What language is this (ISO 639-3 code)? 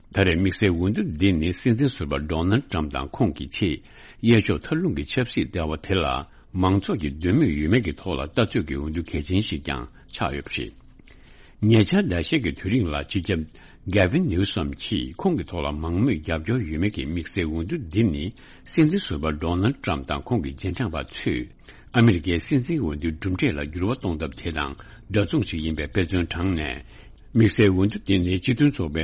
bod